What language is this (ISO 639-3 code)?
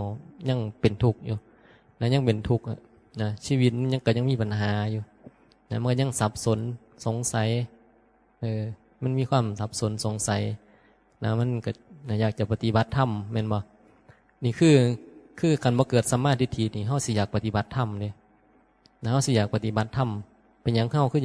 tts